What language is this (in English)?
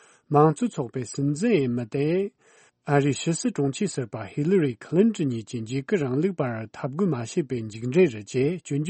Tibetan